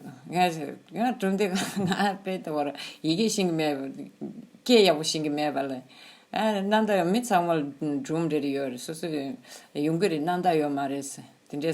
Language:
Tibetan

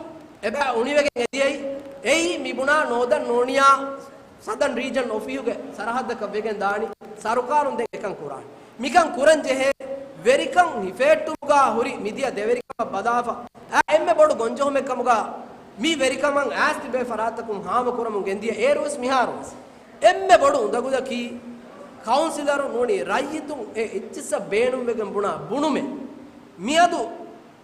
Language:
Divehi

